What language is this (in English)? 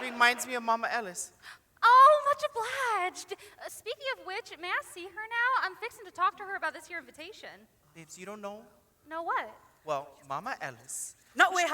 Hawaiian